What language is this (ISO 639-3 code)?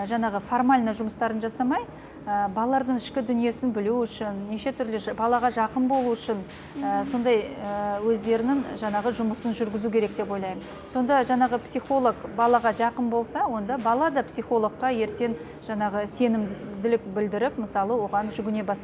kaz